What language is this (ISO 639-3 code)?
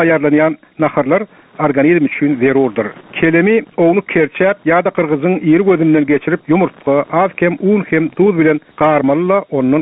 tuk